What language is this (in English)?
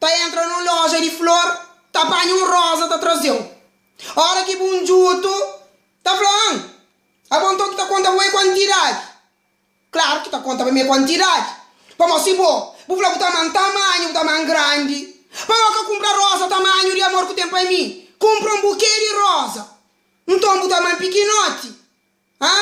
Kabuverdianu